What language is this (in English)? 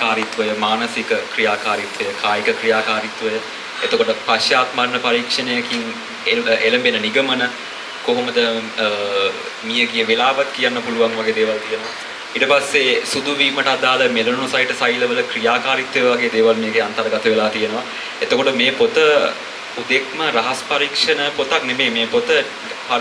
Sinhala